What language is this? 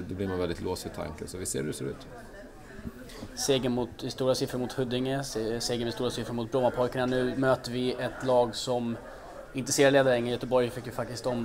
Swedish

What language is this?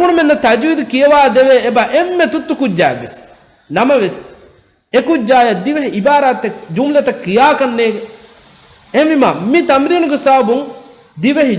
Divehi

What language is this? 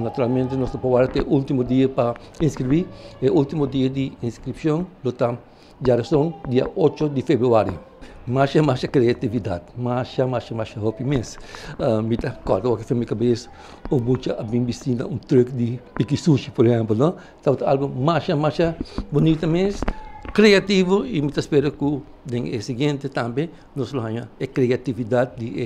Papiamento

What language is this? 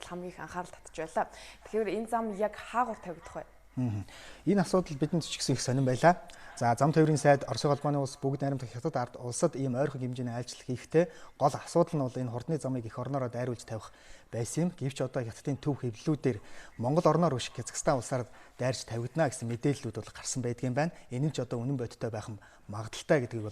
Mongolian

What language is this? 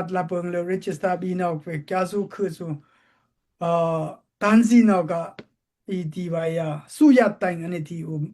Daai Chin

